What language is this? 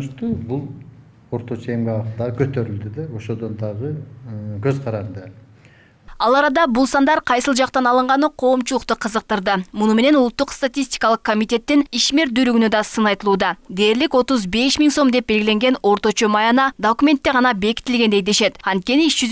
Kyrgyz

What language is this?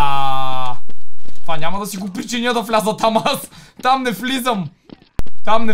Bulgarian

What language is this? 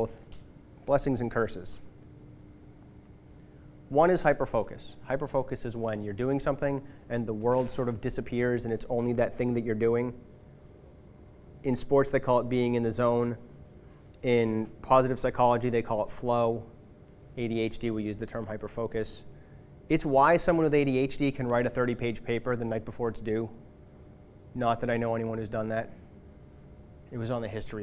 English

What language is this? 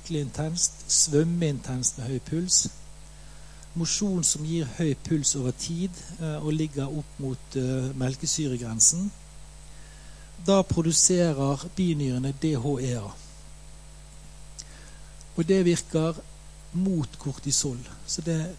Norwegian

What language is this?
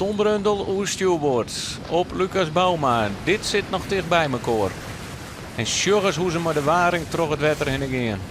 Western Frisian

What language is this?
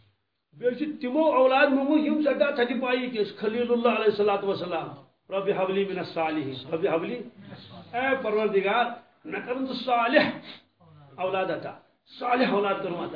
Kashmiri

